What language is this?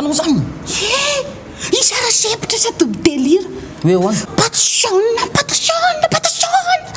Malagasy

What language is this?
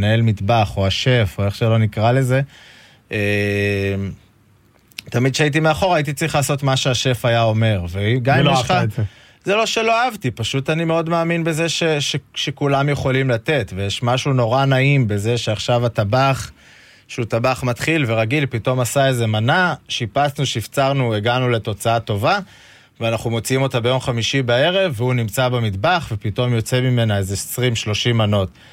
Hebrew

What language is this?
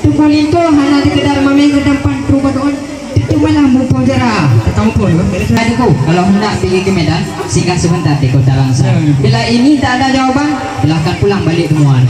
Achinese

